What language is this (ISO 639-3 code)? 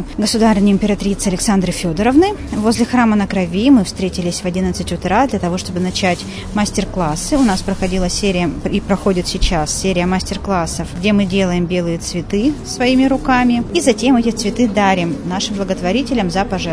rus